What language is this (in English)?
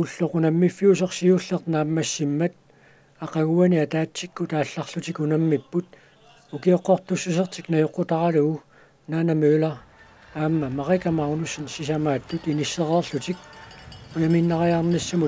Kalaallisut